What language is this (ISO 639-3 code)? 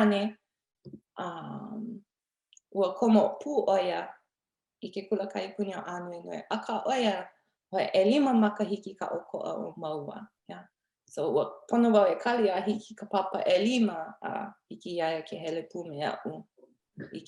haw